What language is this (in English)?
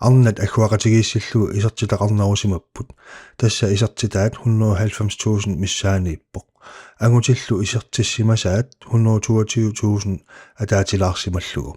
Kalaallisut